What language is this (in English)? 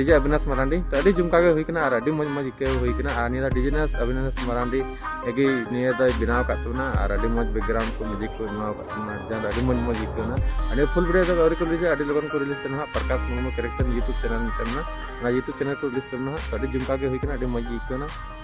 Santali